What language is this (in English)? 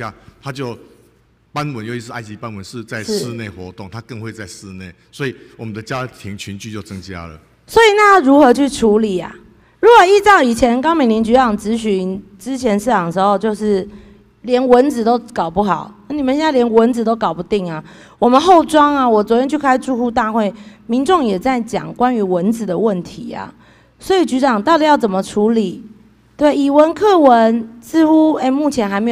Chinese